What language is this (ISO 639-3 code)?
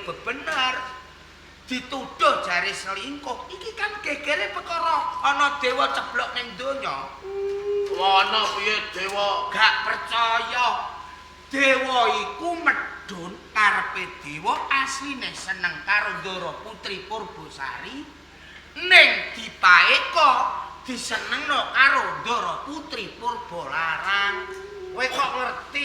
jav